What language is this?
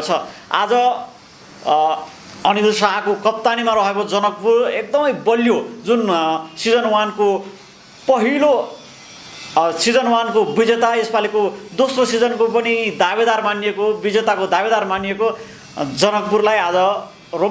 Nepali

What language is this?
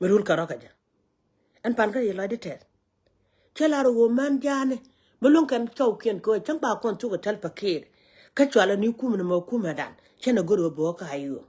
Nuer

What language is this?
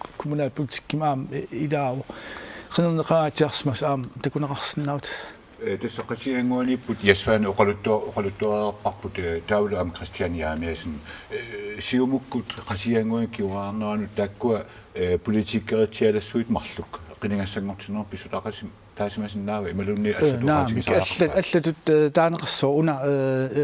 Kalaallisut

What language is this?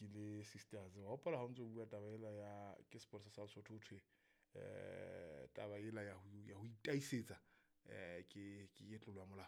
Southern Sotho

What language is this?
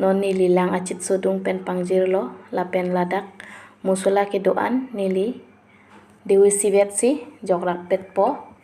Karbi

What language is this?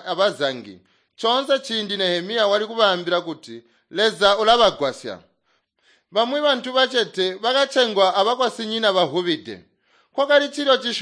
Tonga (Zambia)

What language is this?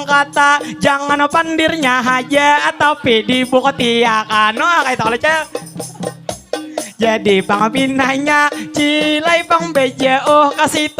Banjar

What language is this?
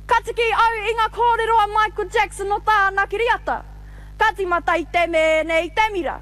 Māori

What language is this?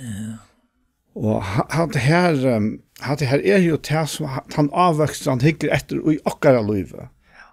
Faroese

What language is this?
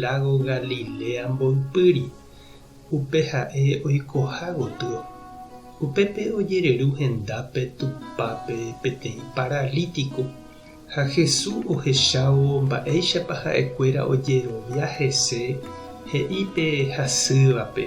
Guarani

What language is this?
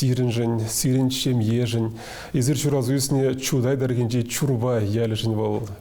Chuvash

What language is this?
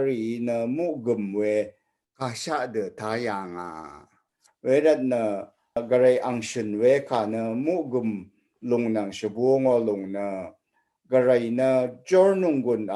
Rawang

